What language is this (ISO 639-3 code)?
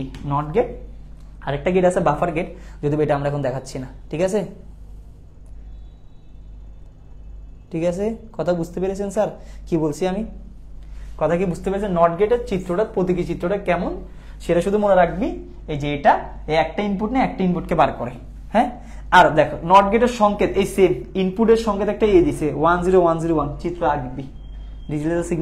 ben